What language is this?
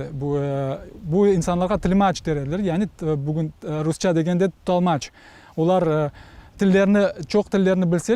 Crimean Tatar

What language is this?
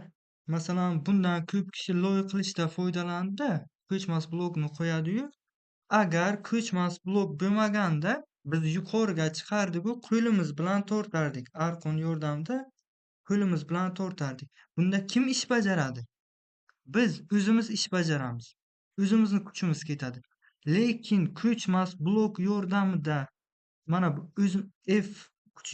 Uzbek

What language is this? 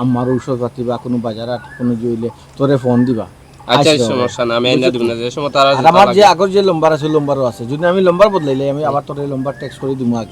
Sylheti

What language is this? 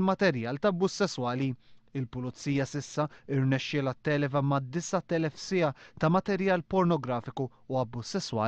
Maltese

